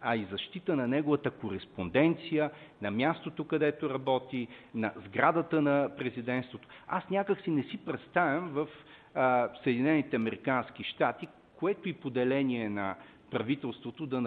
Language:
Bulgarian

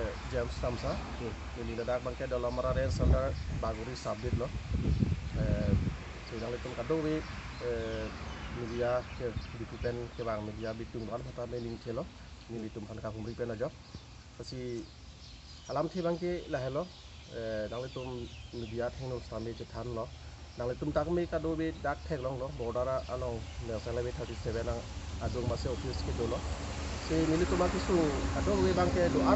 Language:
Karbi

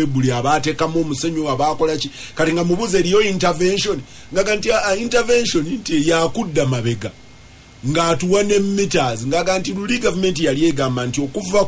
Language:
Ganda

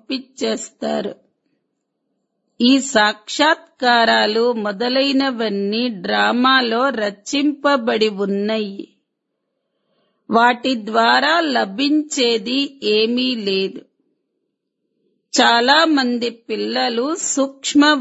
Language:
Telugu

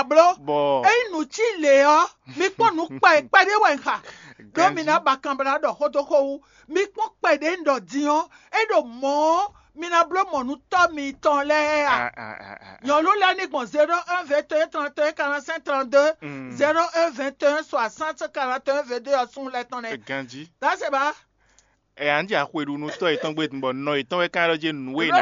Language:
Fon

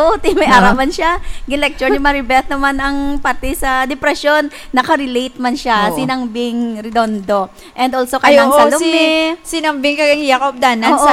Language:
Hiligaynon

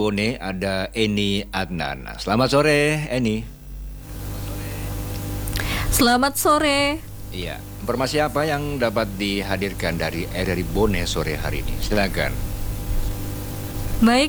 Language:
Indonesian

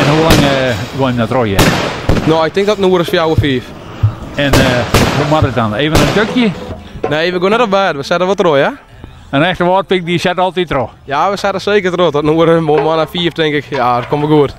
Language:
Western Frisian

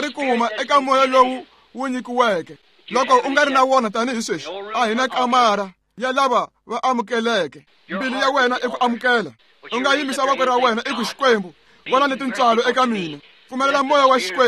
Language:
Tsonga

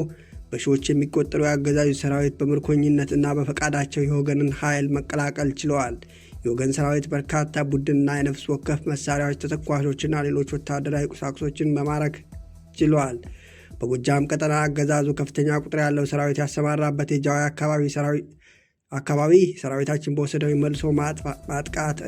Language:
Amharic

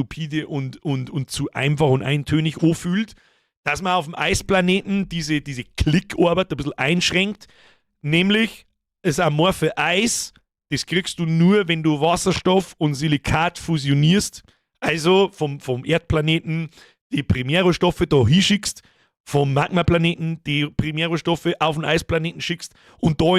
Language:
Bavarian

